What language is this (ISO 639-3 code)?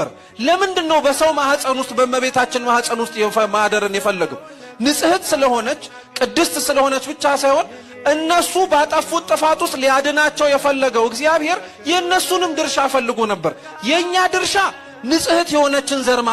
amh